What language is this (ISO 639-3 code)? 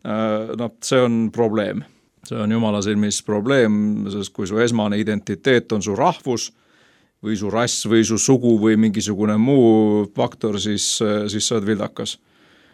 est